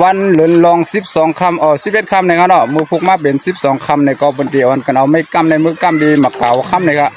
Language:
Shan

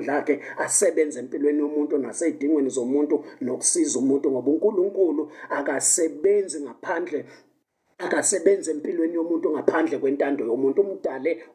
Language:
Zulu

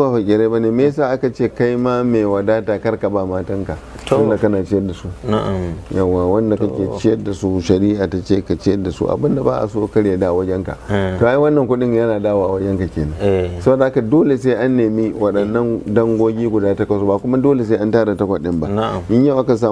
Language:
Hausa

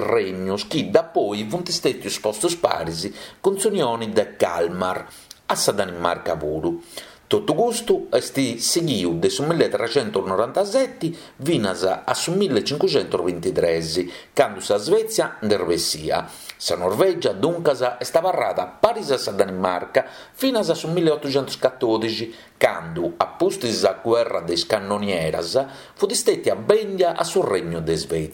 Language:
Sardinian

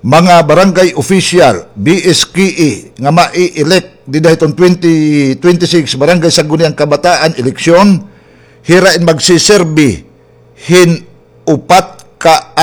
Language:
Waray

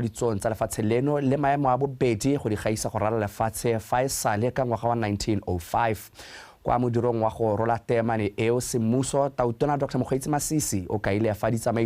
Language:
Tswana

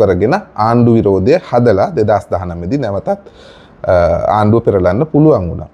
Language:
Sinhala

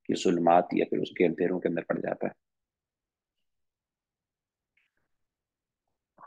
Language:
Urdu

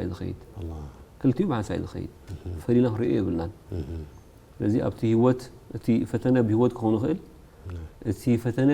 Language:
Tigrinya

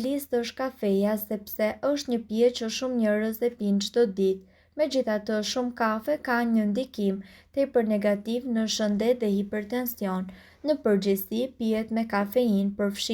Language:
Albanian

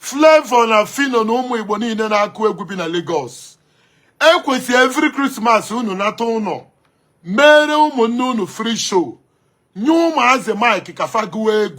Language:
Igbo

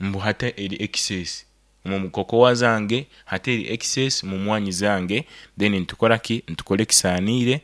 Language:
Nyoro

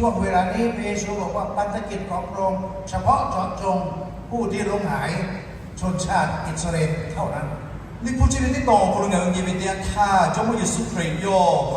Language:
Lahu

